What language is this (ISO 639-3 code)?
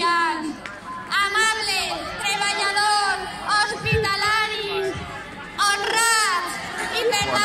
cat